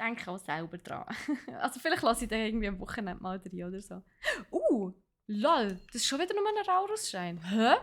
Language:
Swiss German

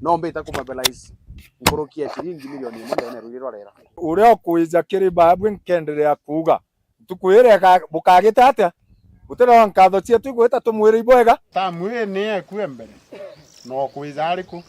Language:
Meru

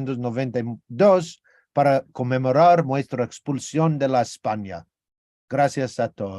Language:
Ladino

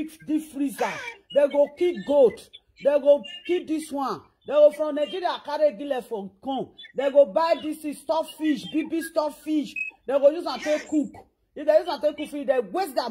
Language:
Nigerian Pidgin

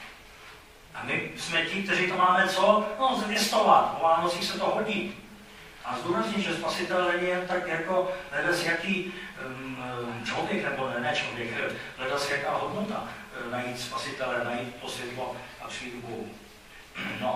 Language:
Czech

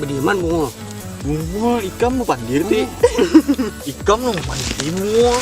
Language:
Banjar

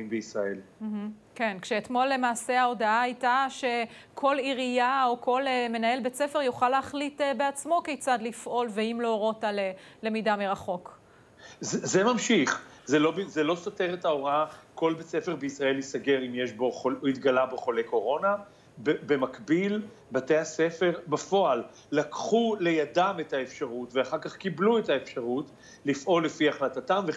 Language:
Hebrew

